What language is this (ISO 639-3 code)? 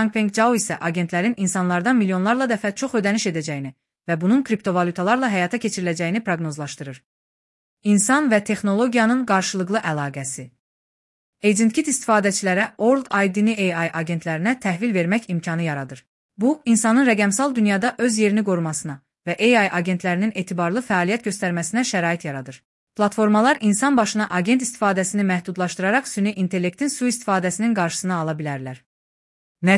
aze